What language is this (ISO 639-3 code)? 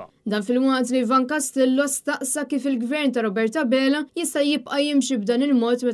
mlt